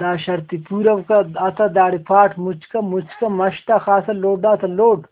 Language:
Brahui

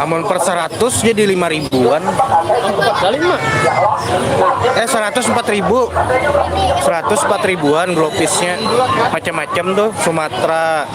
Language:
Banjar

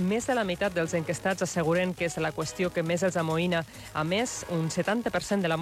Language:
Catalan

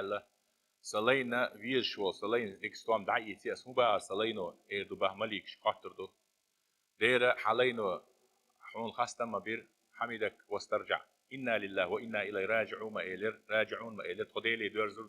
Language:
Chechen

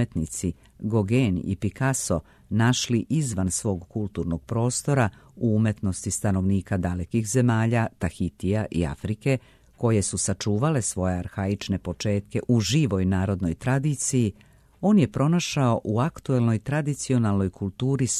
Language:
Serbian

